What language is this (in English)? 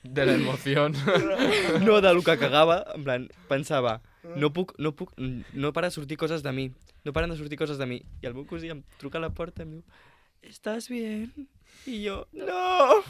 Catalan